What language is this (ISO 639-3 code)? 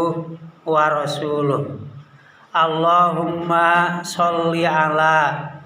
sun